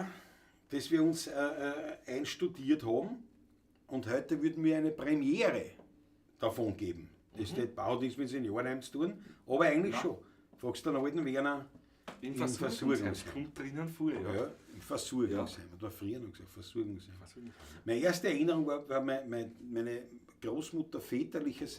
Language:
Bavarian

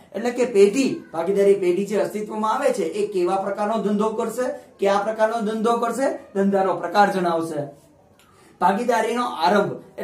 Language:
Gujarati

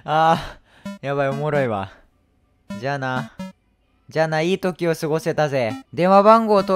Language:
Japanese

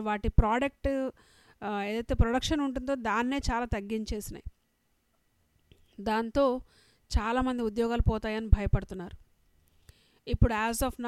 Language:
Telugu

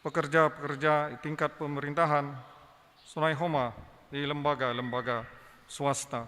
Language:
Batak Simalungun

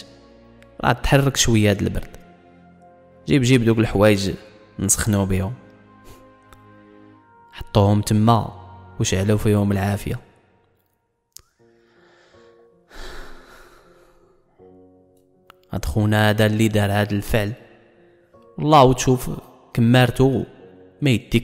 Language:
Moroccan Arabic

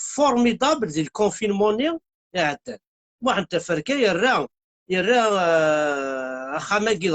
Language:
Kabyle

